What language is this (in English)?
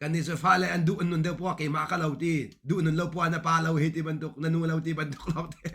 Hakha Chin